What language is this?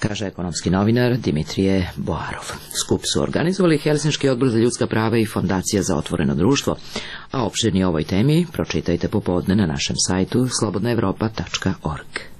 Serbian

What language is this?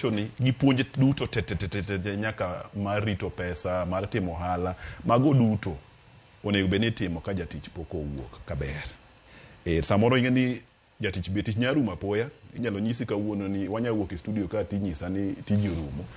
Luo (Kenya and Tanzania)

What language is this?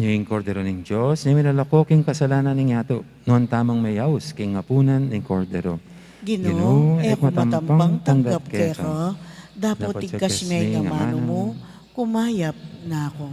Pampanga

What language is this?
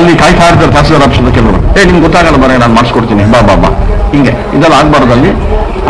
Kannada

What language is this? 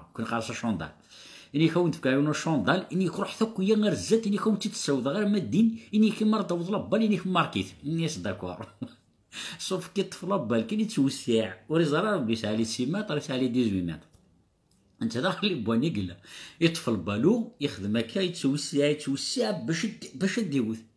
Kabyle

